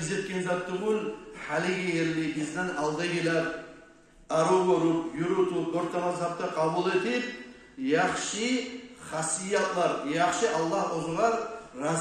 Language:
Kumyk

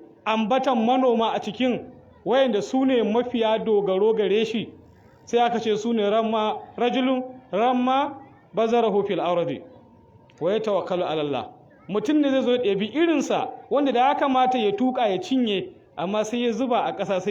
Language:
Hausa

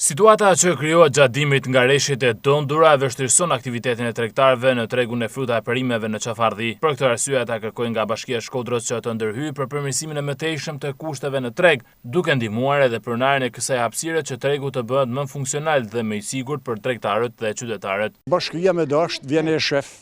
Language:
Albanian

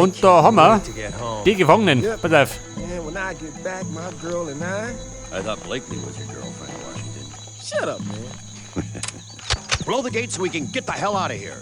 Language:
Bavarian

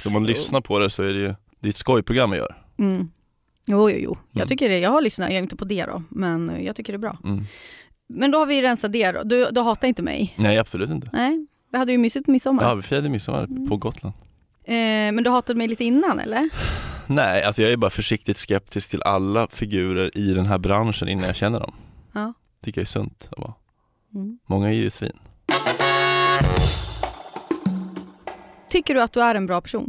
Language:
Swedish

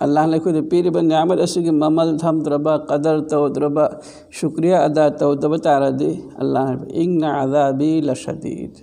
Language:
Manipuri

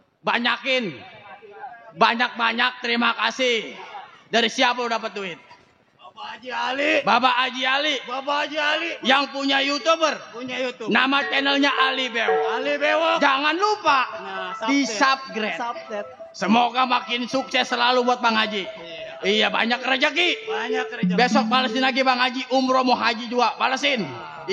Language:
Betawi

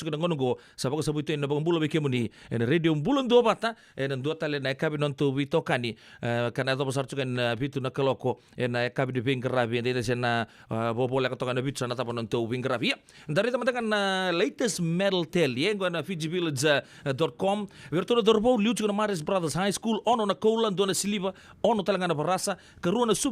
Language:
Fijian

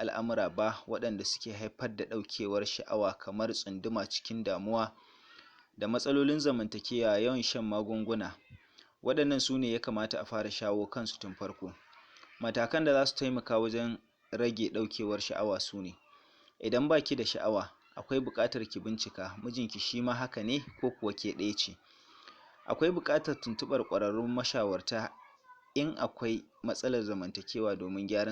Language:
Hausa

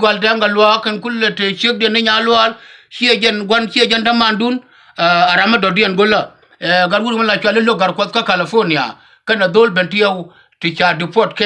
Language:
Nuer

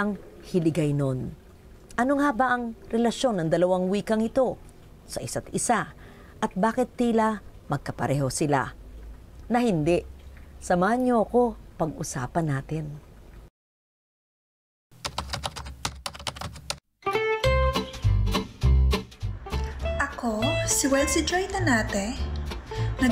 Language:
Filipino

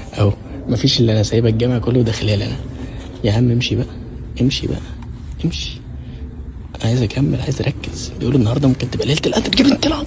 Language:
Egyptian Arabic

